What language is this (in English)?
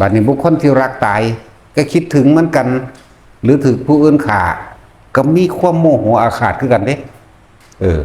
Northeastern Thai